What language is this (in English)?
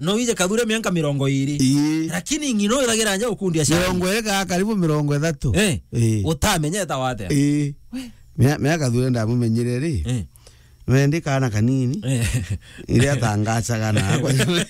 Meru